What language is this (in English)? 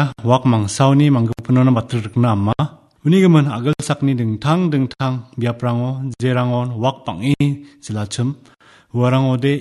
Garo